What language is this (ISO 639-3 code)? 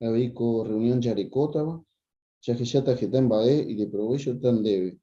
grn